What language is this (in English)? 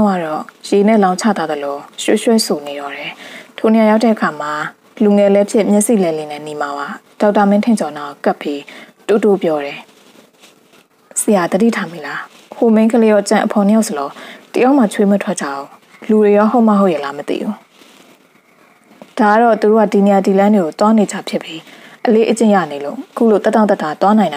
Burmese